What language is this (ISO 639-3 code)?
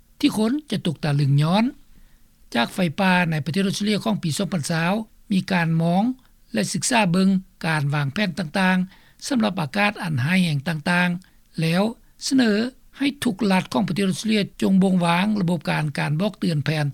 lao